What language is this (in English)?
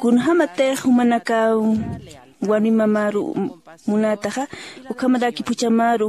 Aymara